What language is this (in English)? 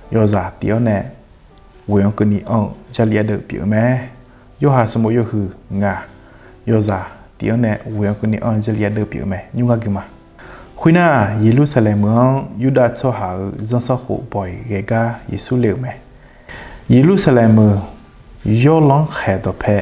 Akha